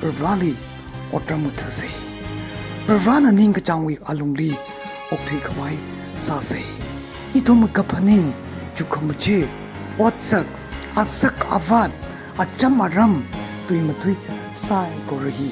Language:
Tangkhul Naga (India)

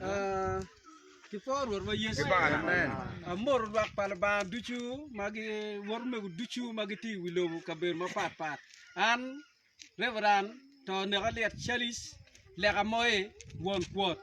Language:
Acoli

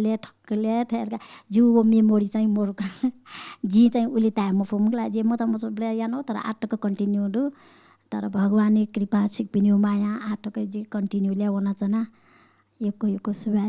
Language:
Newari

